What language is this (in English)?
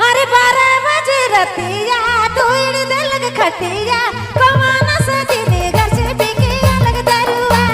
Sadri